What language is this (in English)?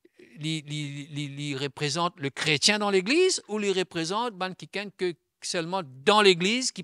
Morisyen